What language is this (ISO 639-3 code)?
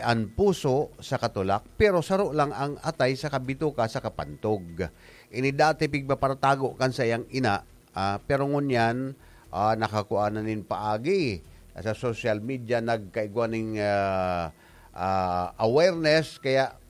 bik